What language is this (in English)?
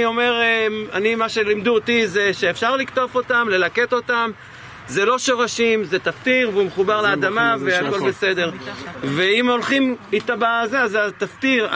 Hebrew